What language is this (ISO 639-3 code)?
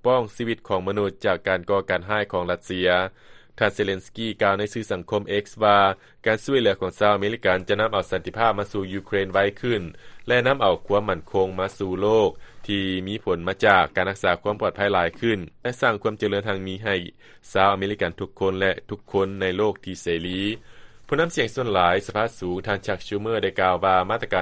lao